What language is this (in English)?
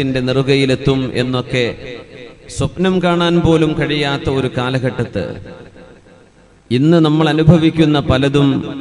Malayalam